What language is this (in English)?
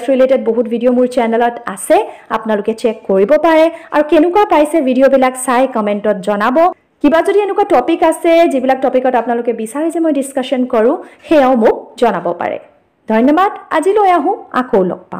Assamese